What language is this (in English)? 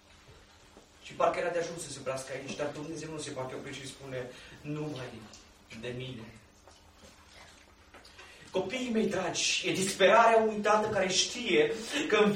Romanian